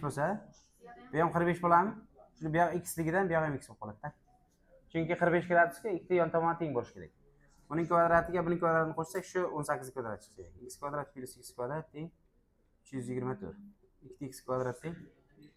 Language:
Uzbek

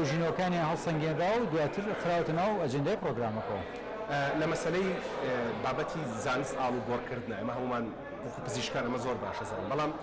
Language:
Central Kurdish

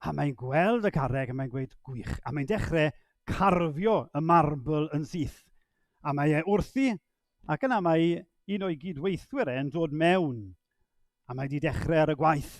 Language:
Welsh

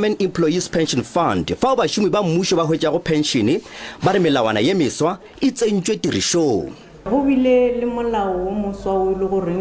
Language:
Northern Sotho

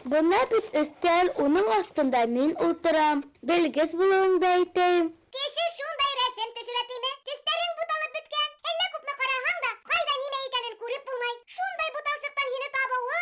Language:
Bashkir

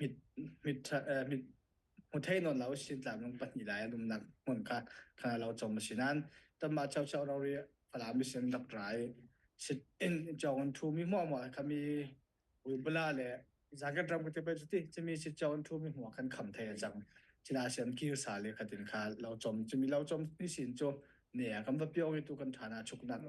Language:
Falam Chin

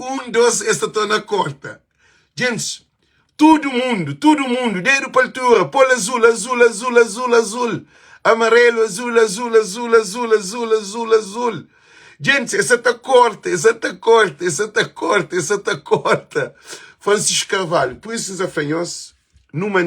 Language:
Kabuverdianu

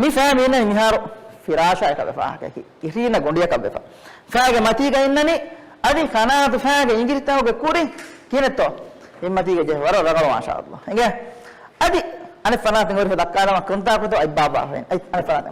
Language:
Divehi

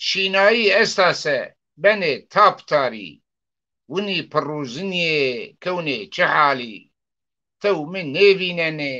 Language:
Zaza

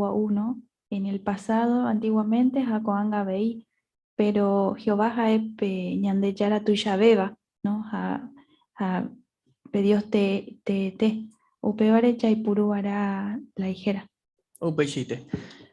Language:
Guarani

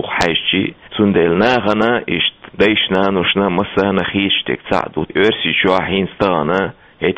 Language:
Chechen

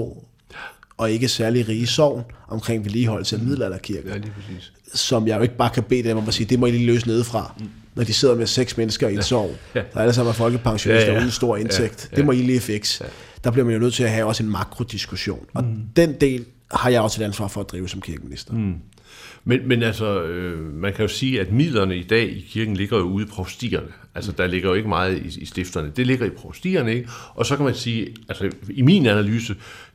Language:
Danish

